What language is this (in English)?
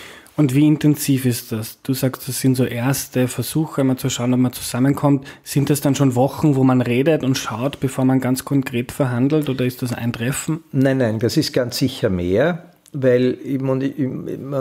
German